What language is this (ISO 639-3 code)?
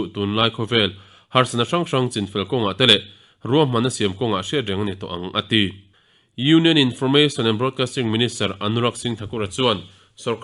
lus